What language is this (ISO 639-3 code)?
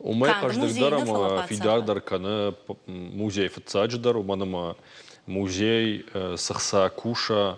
oss